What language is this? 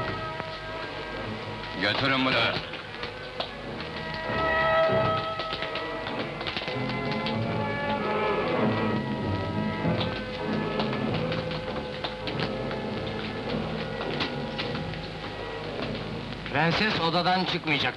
Turkish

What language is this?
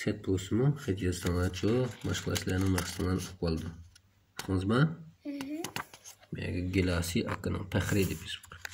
Uyghur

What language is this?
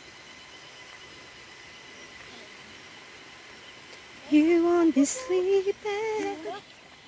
Filipino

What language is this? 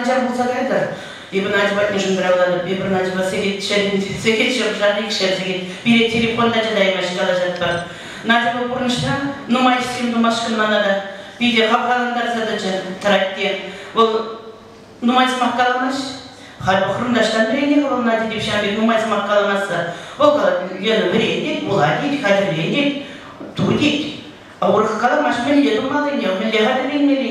Chuvash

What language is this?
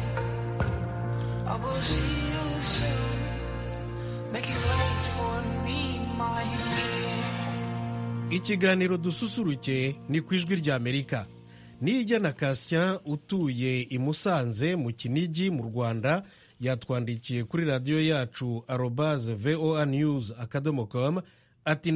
Kinyarwanda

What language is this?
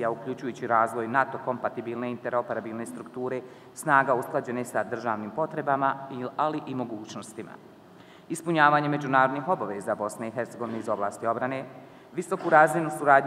Bosnian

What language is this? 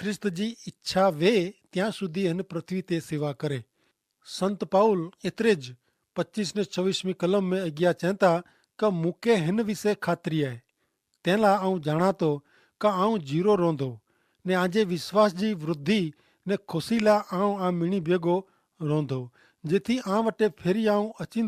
Kachhi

